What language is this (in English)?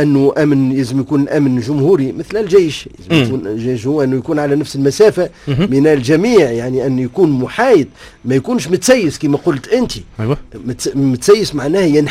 Tunisian Arabic